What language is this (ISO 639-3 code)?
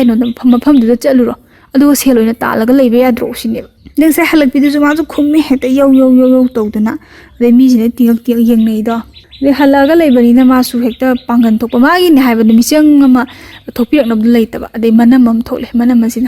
mni